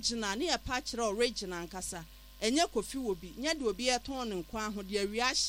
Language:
Akan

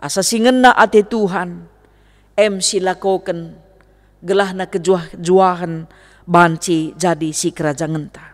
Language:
Batak Karo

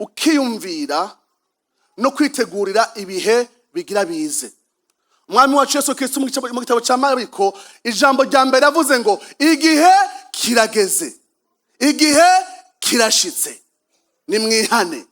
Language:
Rundi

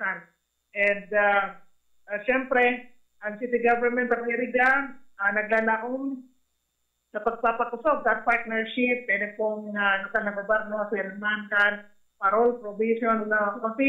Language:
Bikol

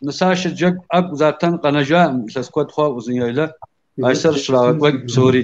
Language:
Kabardian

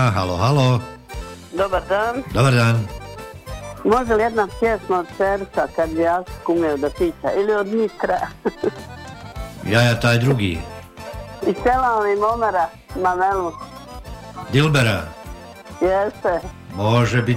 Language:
Bosnian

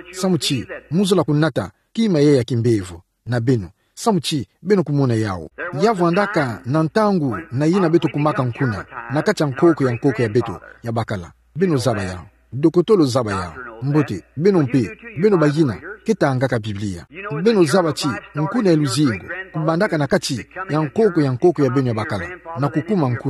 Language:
Kituba (Democratic Republic of Congo)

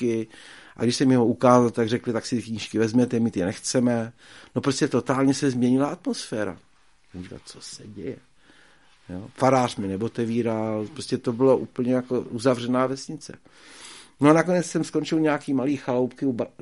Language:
Czech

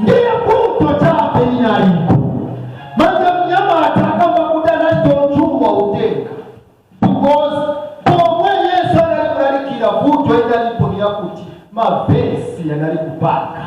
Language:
Nyanja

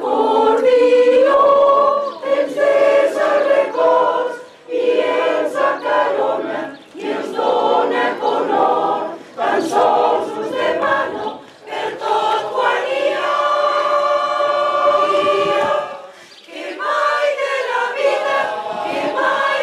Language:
Catalan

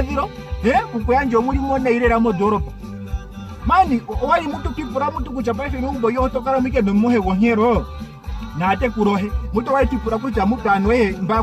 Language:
Ndonga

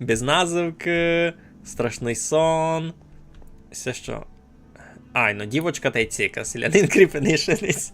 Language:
Rusyn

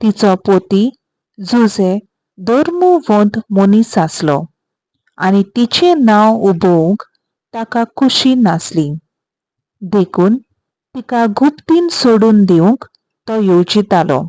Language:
Konkani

